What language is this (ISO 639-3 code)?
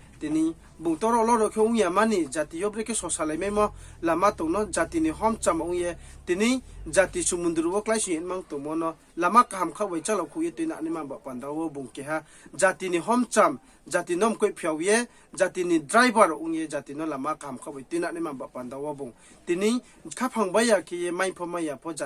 ria